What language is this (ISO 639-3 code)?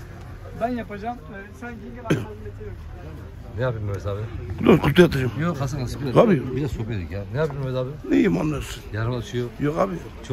tur